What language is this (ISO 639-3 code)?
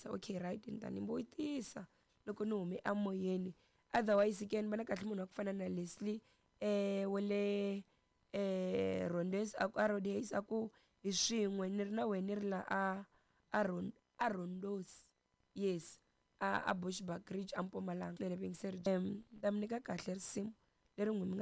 tso